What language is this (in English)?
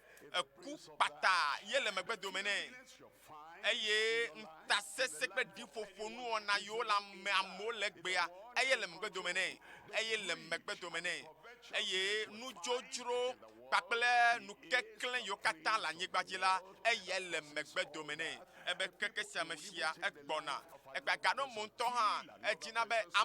Ewe